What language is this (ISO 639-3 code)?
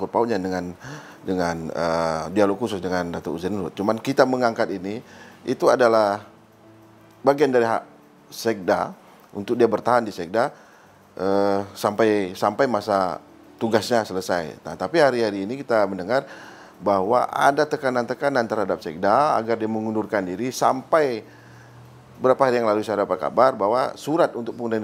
ind